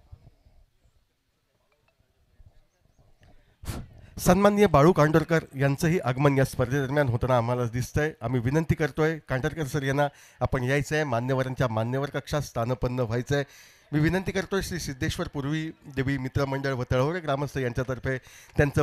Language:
Marathi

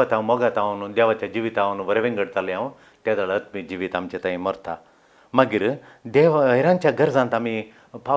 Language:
Konkani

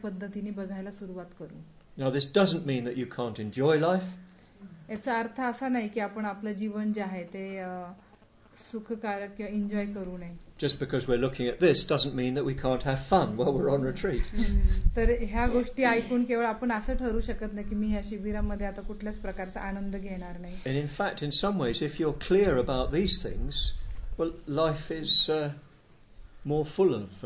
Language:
Marathi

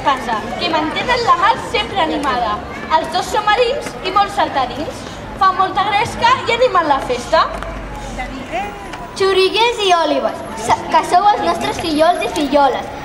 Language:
Catalan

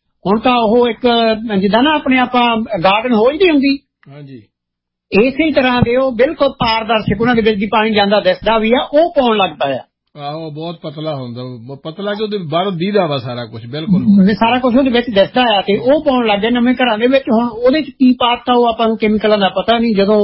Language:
Punjabi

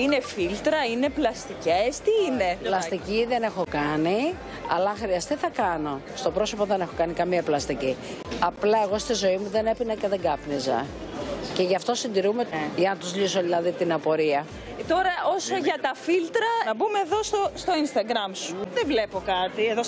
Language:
Greek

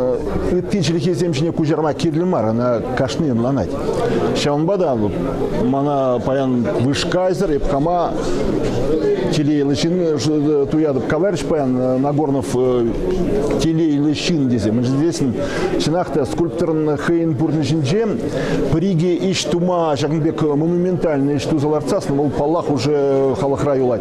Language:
Chuvash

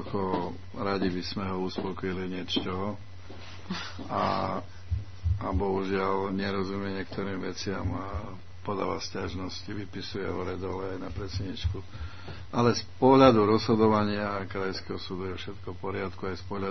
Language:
Slovak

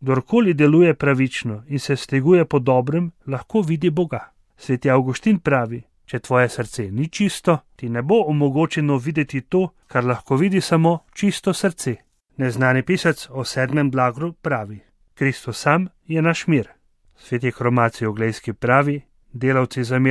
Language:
Slovenian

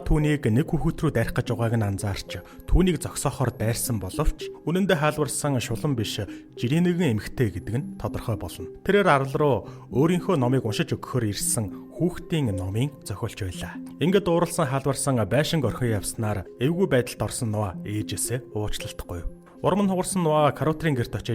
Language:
Mongolian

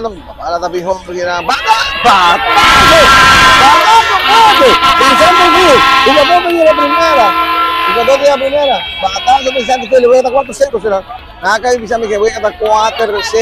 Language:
Papiamento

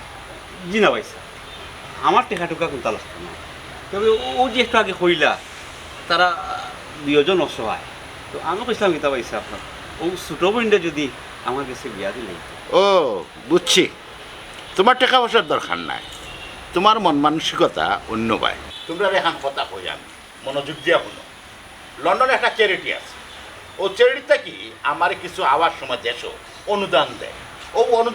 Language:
Sylheti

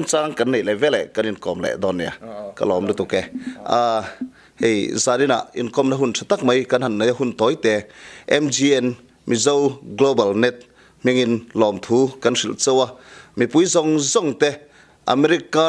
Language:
Mizo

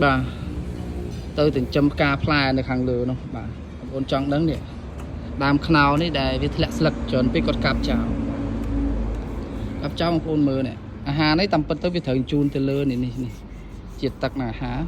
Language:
Khmer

